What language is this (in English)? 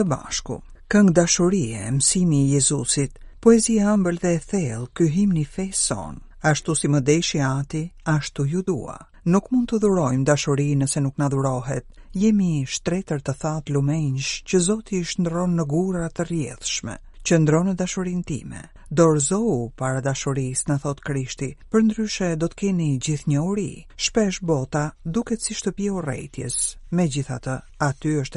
Albanian